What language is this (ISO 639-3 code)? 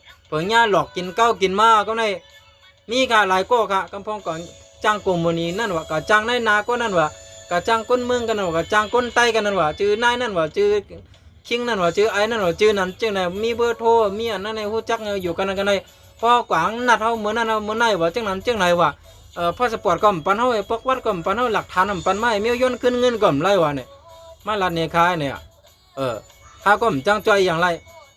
shn